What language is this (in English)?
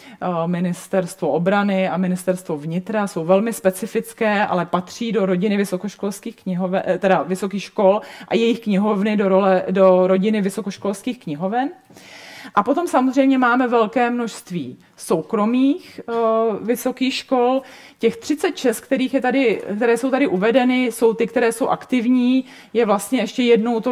Czech